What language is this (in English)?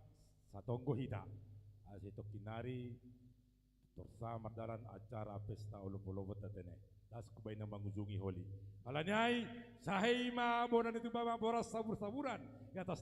Batak Simalungun